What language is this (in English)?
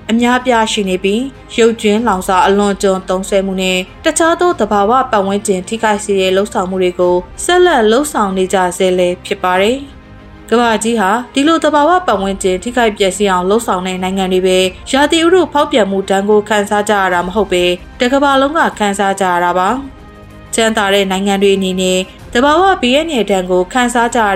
Burmese